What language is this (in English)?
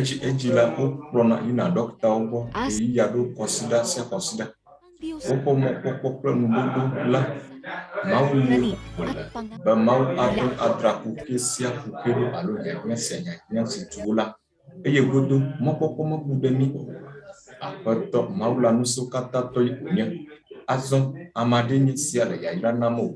Ewe